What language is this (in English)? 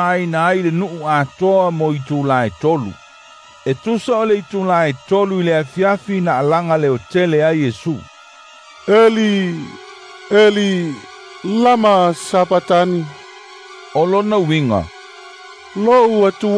Samoan